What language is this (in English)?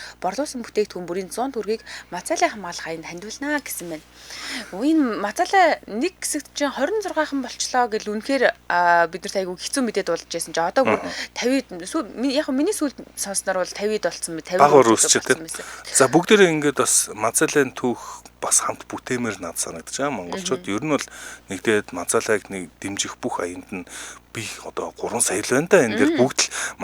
Mongolian